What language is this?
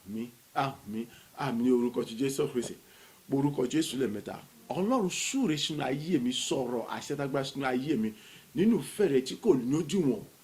Yoruba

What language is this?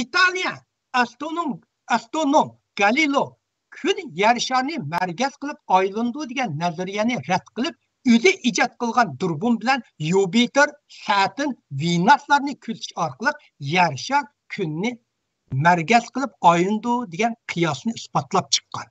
Uyghur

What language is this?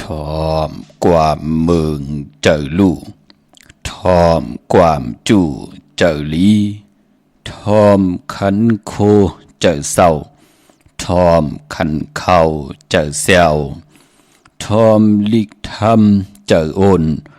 Shan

